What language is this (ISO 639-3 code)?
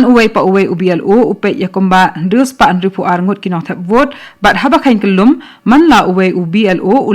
kha